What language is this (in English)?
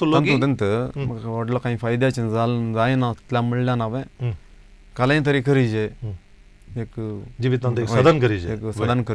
Konkani